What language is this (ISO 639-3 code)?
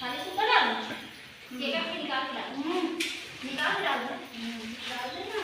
hne